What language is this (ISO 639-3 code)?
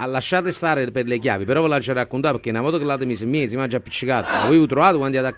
nap